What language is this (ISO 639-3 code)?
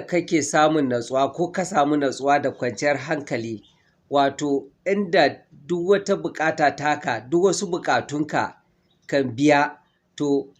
hau